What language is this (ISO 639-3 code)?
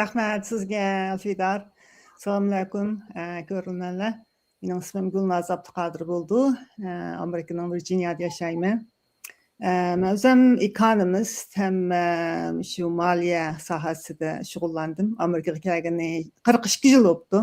uig